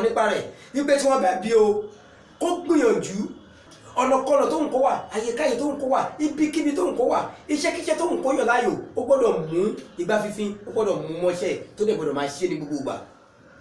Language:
Yoruba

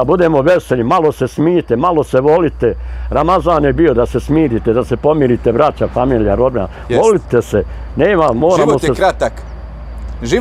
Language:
Bosnian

